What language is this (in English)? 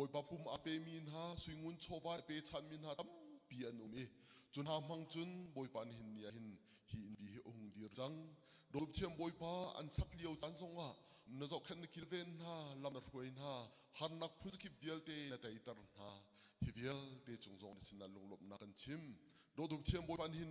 Hakha Chin